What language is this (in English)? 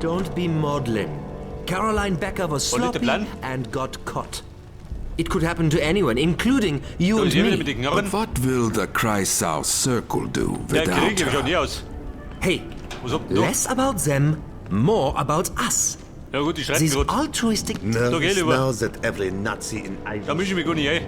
Bavarian